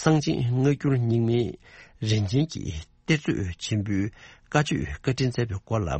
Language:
Tibetan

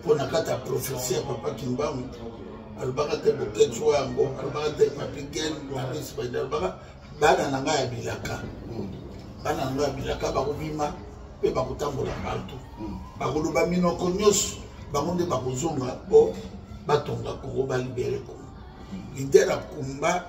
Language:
Lingala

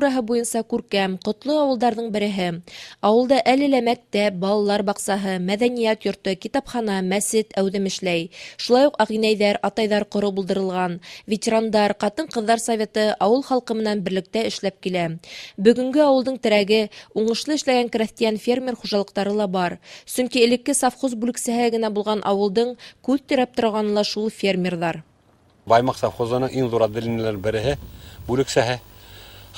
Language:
Bashkir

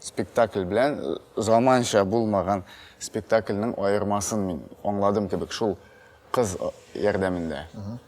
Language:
Tatar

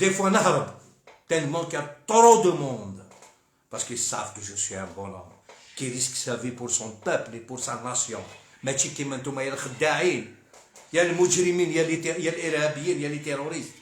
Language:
Algerian Arabic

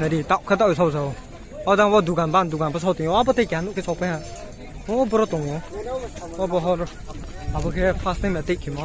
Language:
Kok Borok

